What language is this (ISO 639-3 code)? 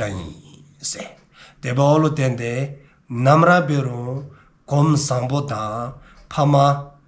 dzo